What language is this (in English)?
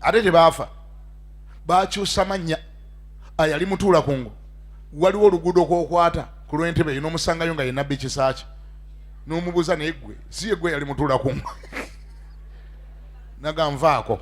Ganda